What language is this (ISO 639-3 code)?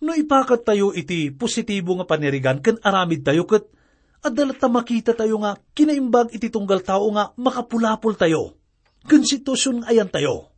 ilo